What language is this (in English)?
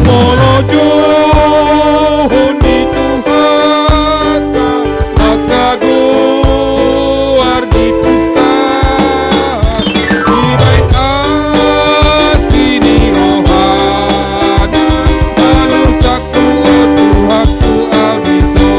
Batak Toba